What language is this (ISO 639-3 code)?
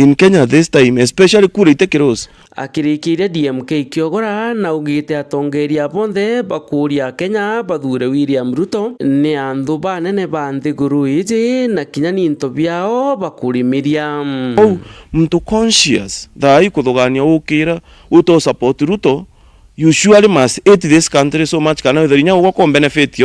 mer